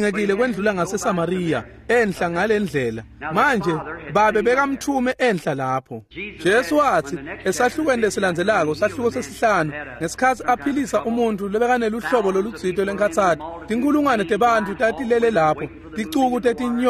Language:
Swati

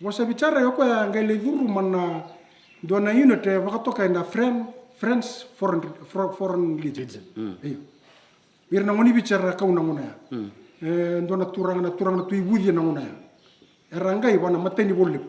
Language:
Fijian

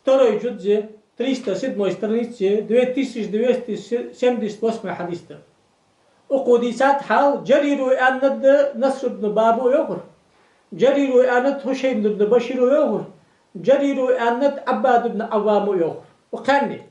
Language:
Ingush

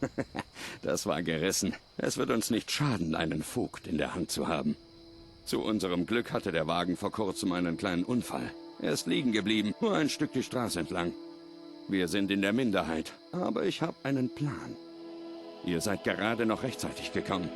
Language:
Bavarian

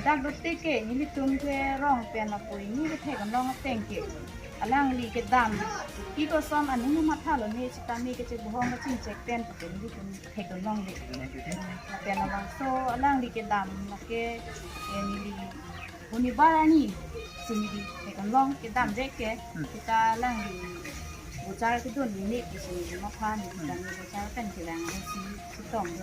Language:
Karbi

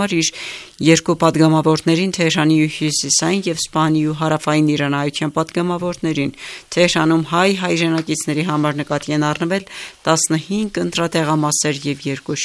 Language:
Armenian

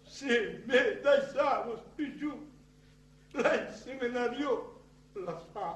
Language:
Occitan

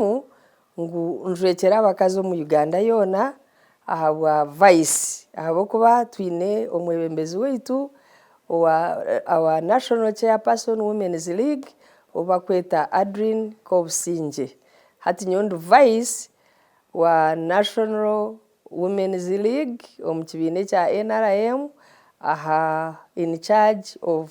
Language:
Nyankole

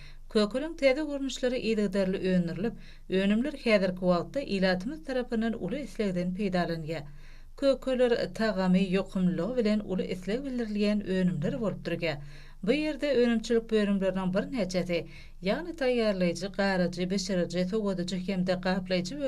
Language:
Turkmen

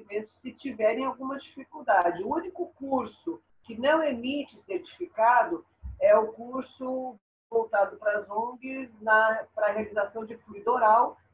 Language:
Portuguese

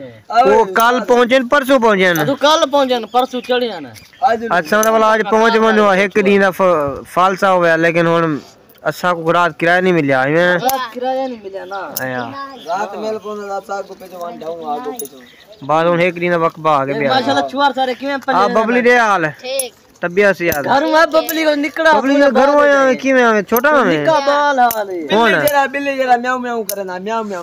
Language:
Saraiki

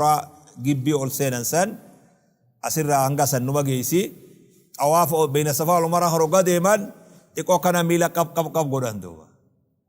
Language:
Oromo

